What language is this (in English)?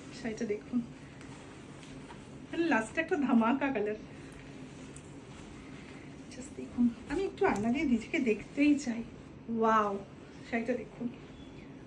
Bangla